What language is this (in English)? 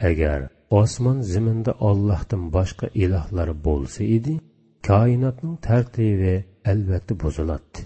Uyghur